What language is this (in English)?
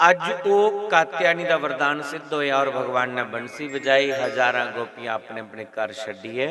Dogri